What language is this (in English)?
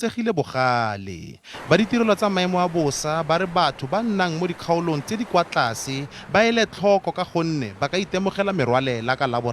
Tswana